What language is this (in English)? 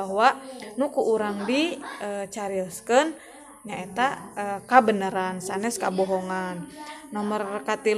Sundanese